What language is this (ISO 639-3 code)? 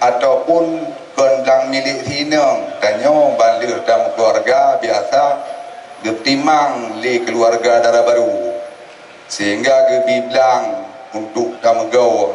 ace